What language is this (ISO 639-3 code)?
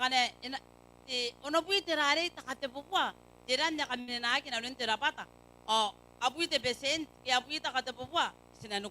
gil